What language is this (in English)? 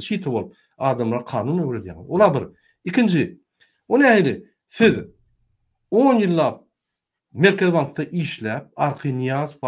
Turkmen